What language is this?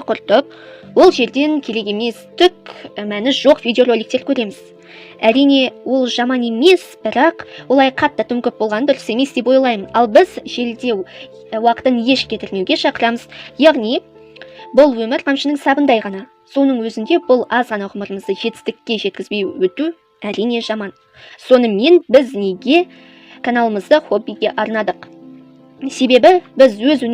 Kazakh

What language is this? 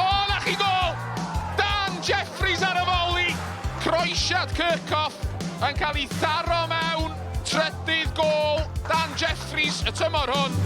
Welsh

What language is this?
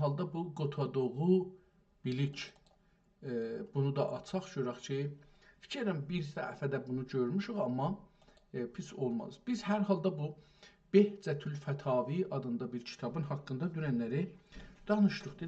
South Azerbaijani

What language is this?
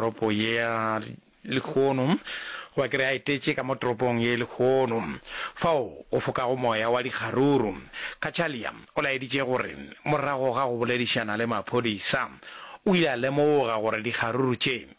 Northern Sotho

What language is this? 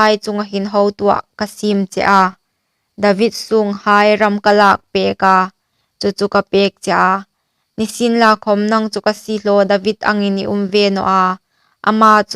Hmar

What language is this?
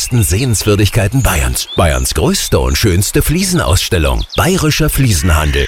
German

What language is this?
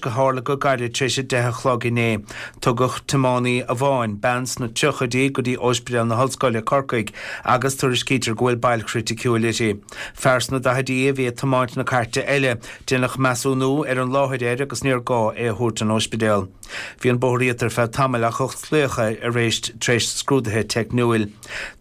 Irish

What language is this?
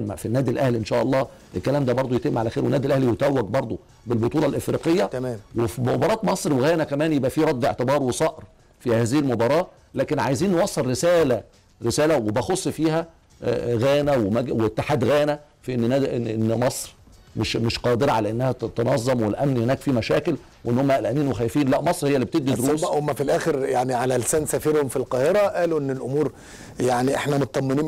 Egyptian Arabic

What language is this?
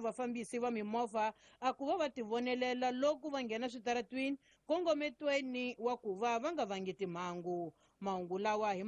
Tsonga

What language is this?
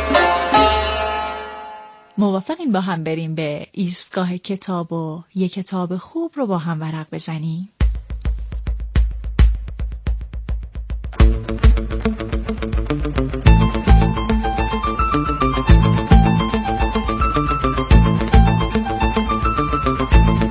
Persian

